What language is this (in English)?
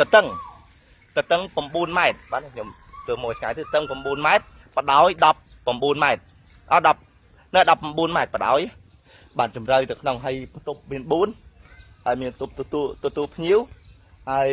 Khmer